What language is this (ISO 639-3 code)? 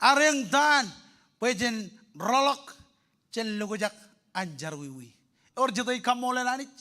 mah